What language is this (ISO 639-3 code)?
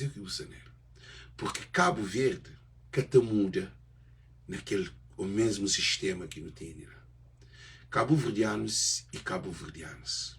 kea